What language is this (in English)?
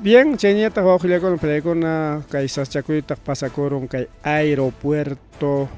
Ayacucho Quechua